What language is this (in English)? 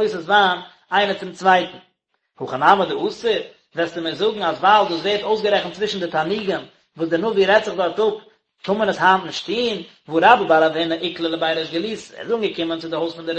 Yiddish